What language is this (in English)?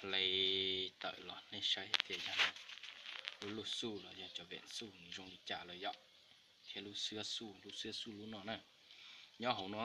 Hmong